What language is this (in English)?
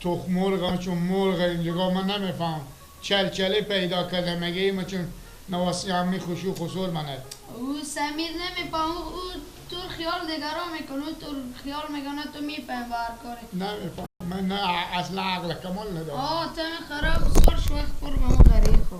Persian